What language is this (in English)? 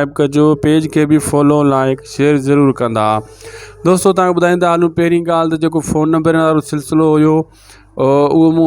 Sindhi